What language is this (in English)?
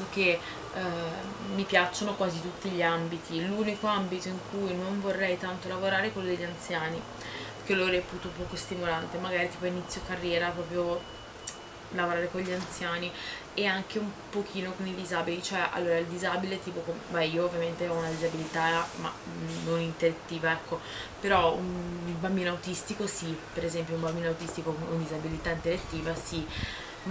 Italian